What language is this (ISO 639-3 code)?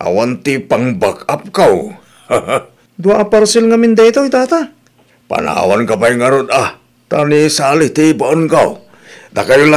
ilo